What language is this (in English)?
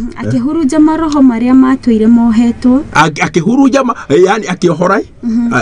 Kikuyu